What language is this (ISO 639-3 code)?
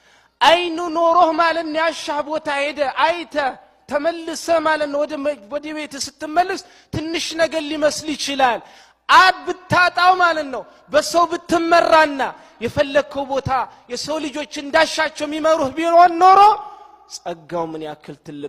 amh